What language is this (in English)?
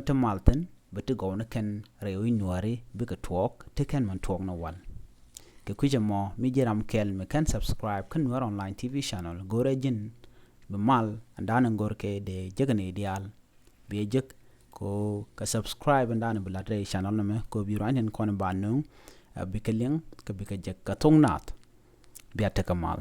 Nuer